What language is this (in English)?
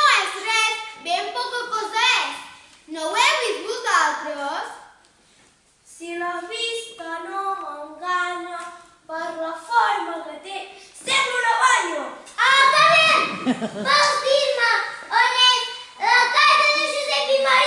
Catalan